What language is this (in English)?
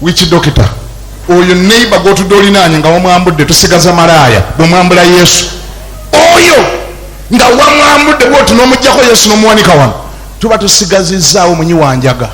Ganda